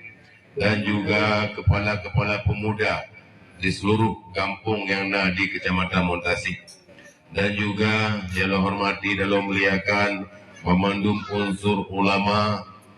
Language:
Achinese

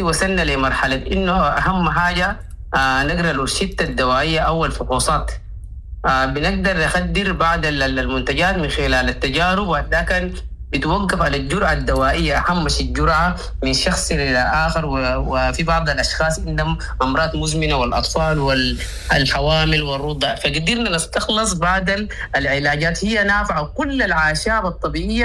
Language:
Sudanese Arabic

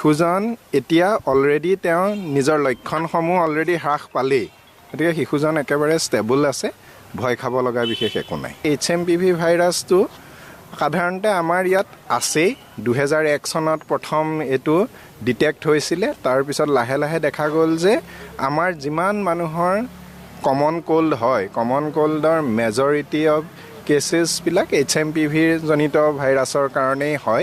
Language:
Assamese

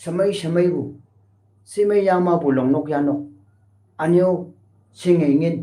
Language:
Konyak Naga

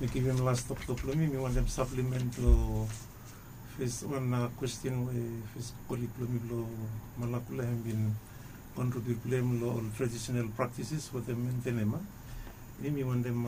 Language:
Bislama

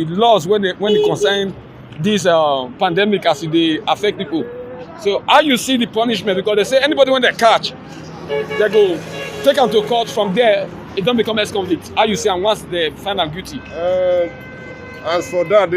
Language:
Nigerian Pidgin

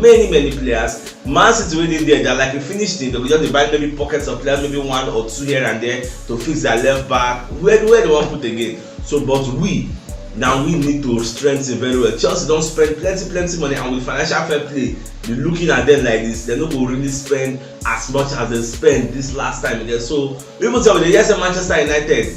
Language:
Nigerian Pidgin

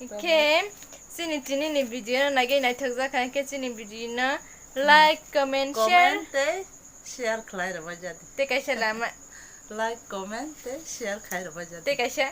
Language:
Kok Borok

